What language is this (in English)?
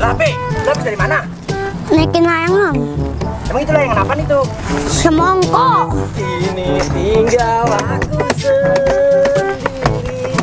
Betawi